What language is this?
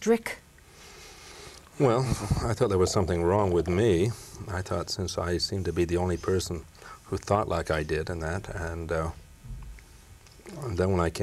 English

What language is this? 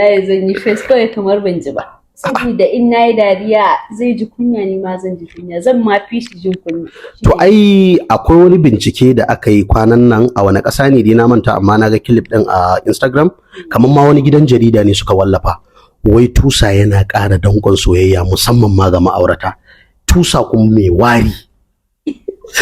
Hausa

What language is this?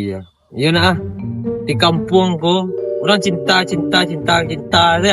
Minangkabau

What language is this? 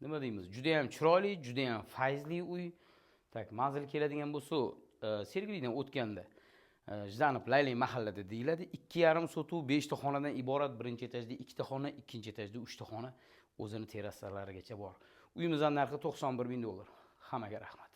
Uzbek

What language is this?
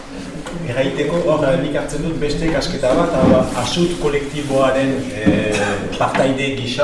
Basque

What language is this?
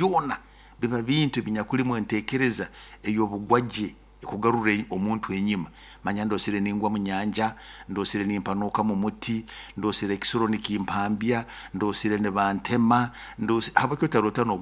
Nyoro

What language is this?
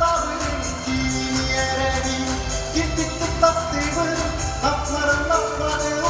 Yakut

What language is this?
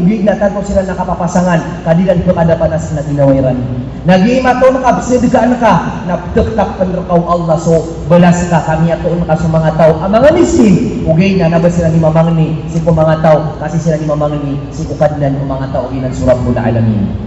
Maranao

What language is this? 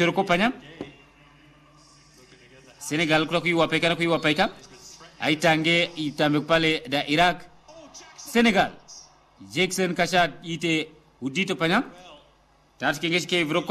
Swahili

